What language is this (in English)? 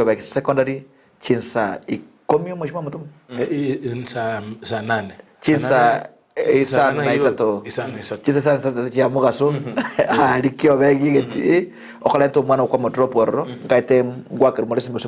Gusii